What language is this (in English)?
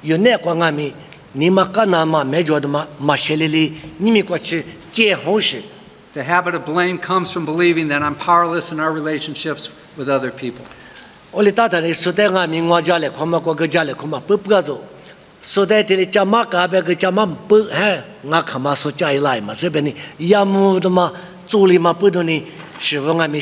Lisu